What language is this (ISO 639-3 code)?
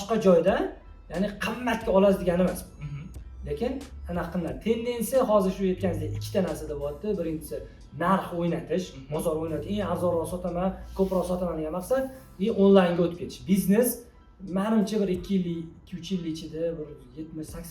uzb